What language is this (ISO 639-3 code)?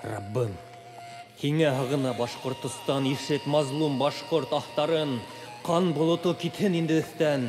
bak